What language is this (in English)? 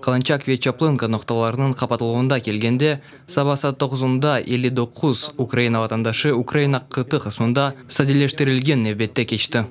Crimean Tatar